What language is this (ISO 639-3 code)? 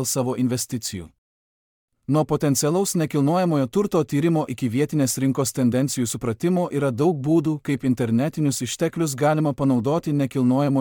lit